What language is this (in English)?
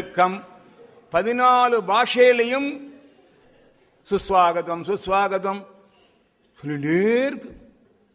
Tamil